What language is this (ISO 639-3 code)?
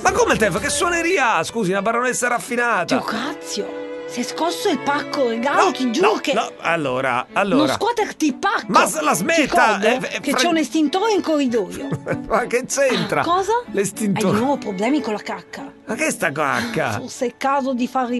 ita